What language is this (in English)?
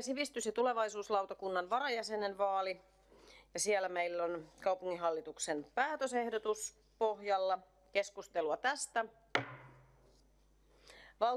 Finnish